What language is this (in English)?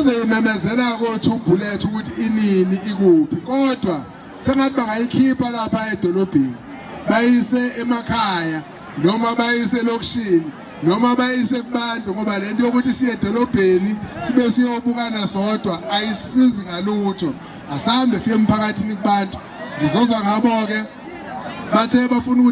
Zulu